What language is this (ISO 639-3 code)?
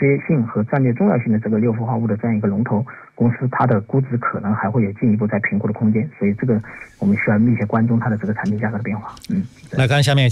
zho